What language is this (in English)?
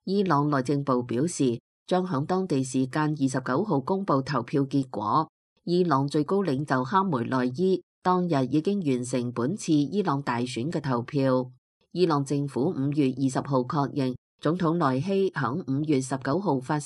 Cantonese